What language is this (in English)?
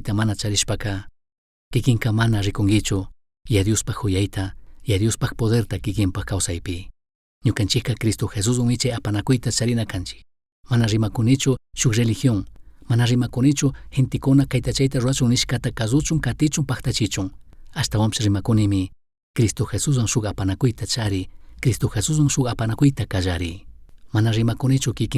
Chimborazo Highland Quichua